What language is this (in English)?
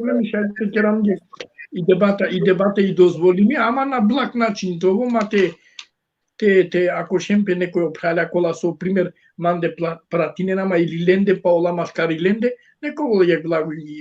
Balkan Romani